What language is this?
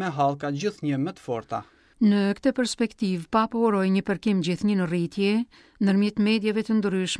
Albanian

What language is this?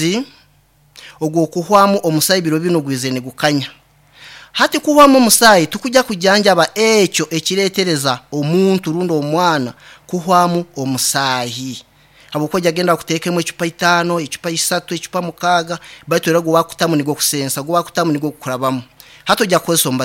Nyankole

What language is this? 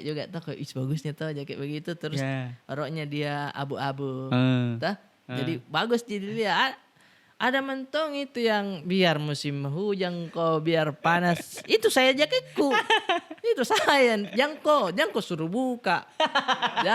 Makassar Malay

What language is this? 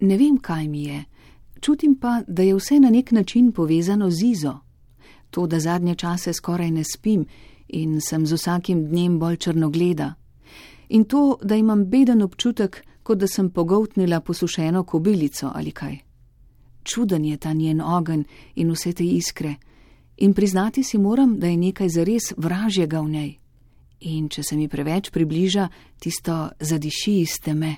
Slovenian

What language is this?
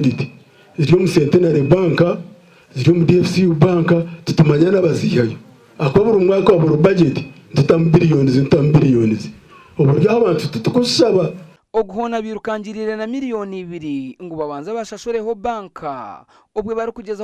Nyankole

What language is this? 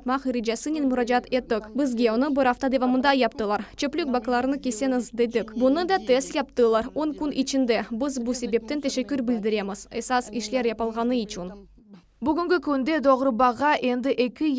Crimean Tatar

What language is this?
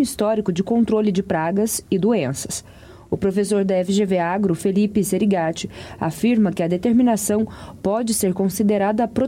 Portuguese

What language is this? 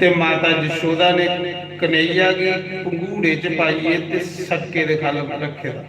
Dogri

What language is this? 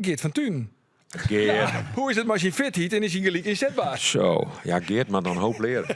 Western Frisian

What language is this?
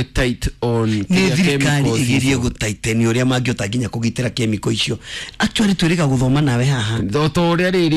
Kikuyu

